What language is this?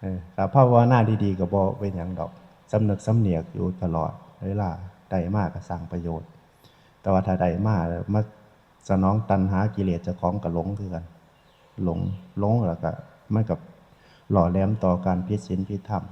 Northeastern Thai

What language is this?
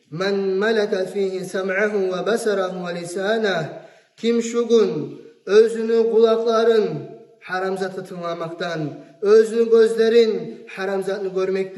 Kumyk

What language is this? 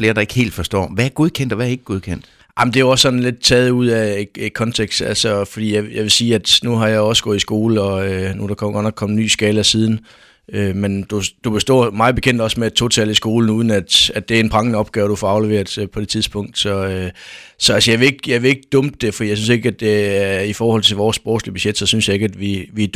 Danish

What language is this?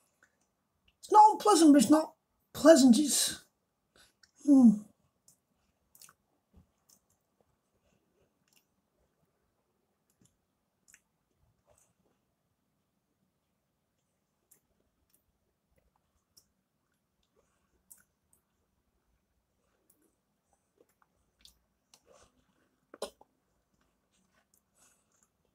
English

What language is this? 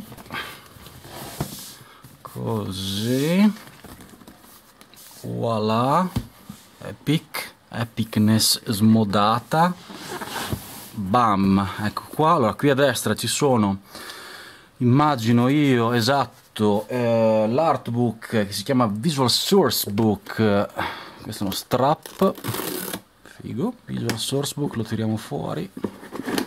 Italian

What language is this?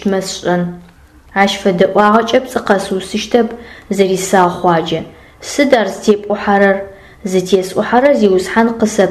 Adyghe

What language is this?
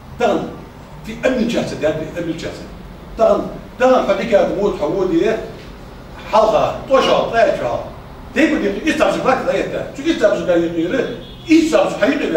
Ingush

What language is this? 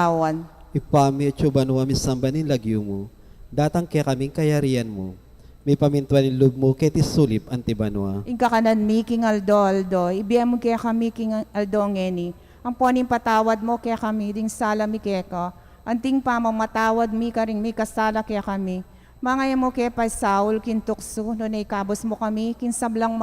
Pampanga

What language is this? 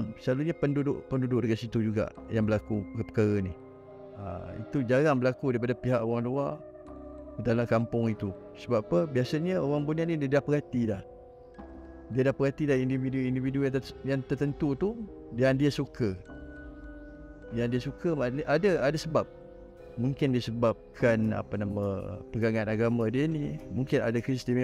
Malay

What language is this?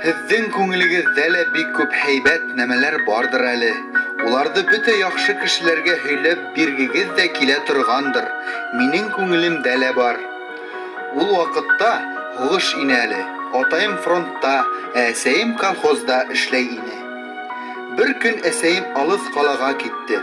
Bashkir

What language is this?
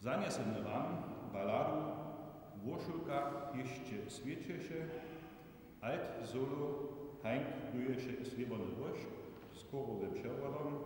Upper Sorbian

